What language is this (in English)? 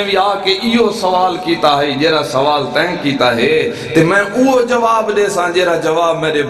Saraiki